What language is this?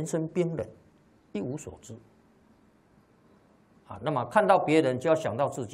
Chinese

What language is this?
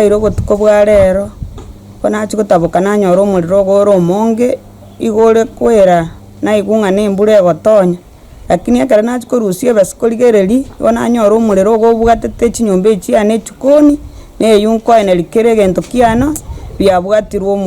Gusii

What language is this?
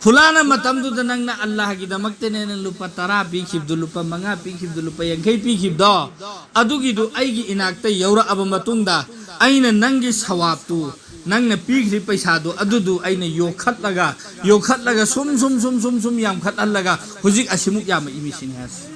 Manipuri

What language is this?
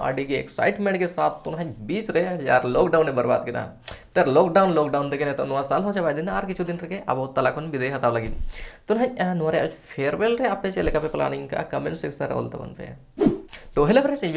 Santali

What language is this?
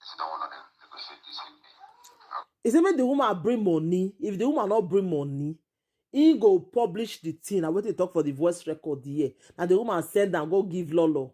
Nigerian Pidgin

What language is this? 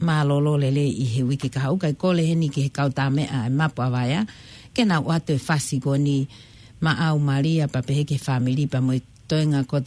Tongan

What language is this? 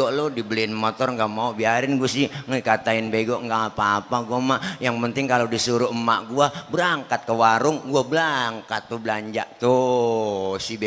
Betawi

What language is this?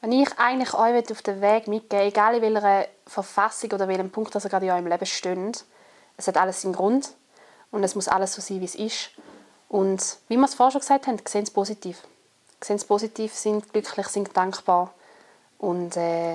Swiss German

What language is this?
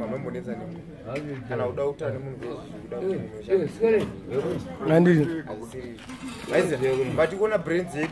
Shona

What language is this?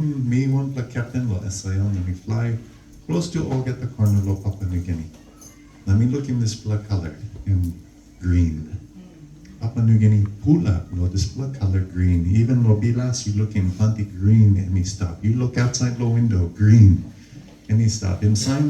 Tok Pisin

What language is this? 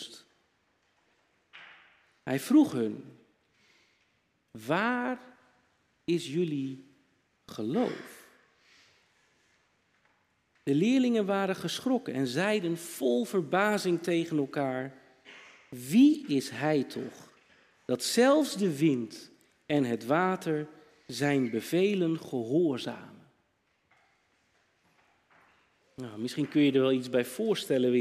Dutch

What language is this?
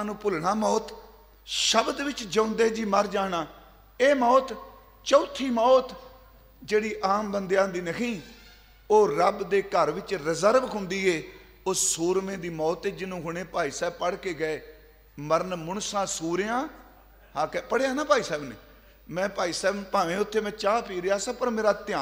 Punjabi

